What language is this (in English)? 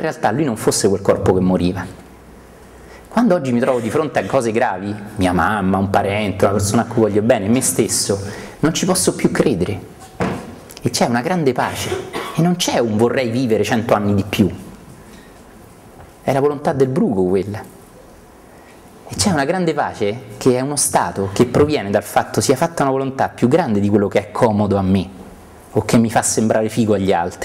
Italian